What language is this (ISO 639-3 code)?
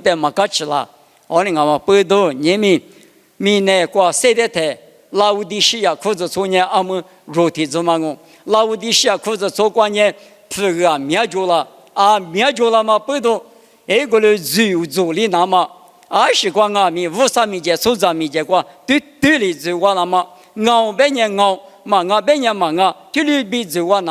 lis